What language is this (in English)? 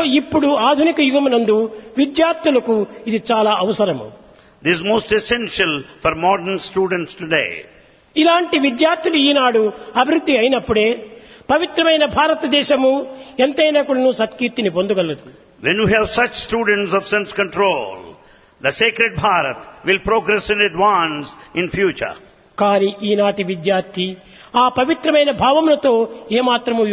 Telugu